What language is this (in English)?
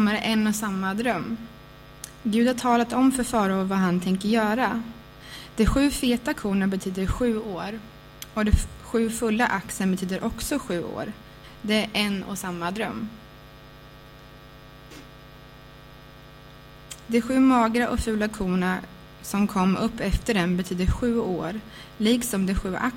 Swedish